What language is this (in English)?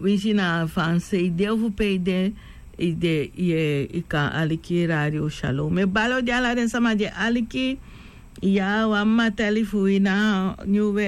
Sranan Tongo